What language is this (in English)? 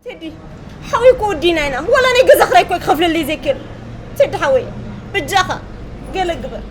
Tigrinya